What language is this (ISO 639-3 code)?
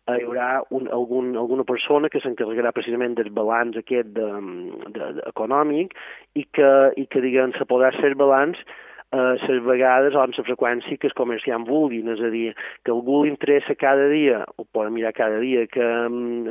cat